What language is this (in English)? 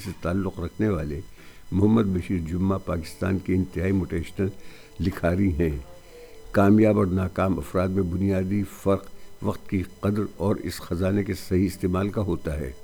Urdu